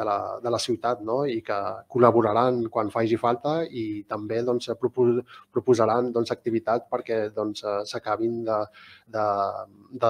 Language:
Catalan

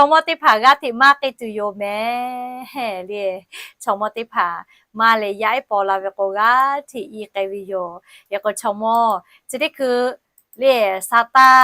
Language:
Lahu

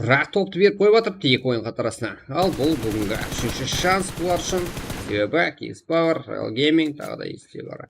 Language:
Kara-Kalpak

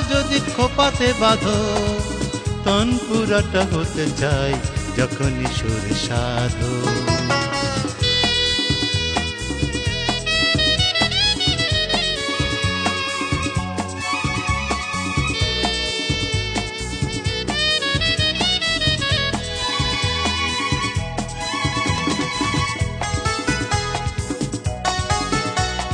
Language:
Bangla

